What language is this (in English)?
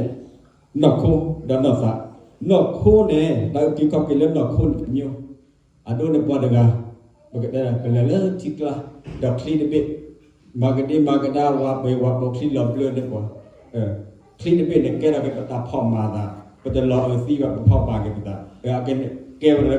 S'gaw Karen